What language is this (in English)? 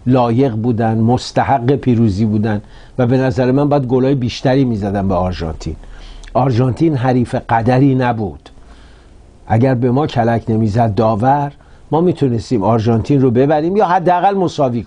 Persian